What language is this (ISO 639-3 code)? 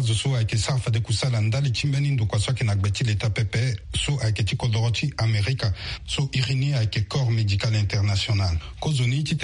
sag